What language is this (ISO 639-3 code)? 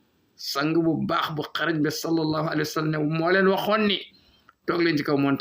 wol